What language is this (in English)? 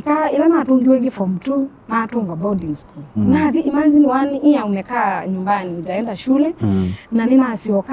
Kamba